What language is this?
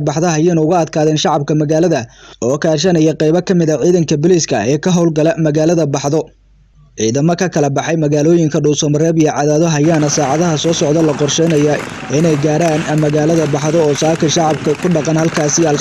Somali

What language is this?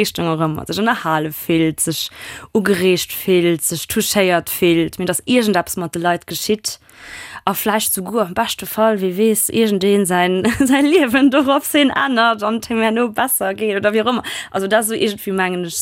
Luxembourgish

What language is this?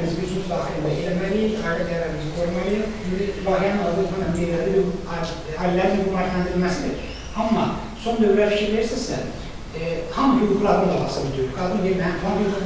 Azerbaijani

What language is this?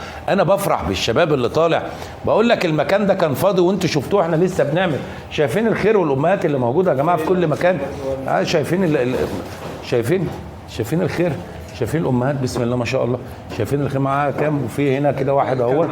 Egyptian Arabic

